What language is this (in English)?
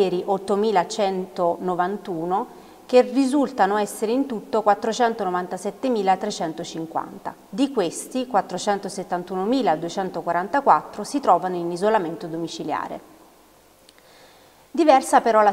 Italian